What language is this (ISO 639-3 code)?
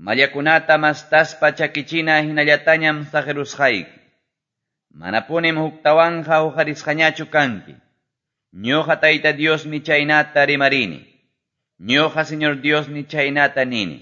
que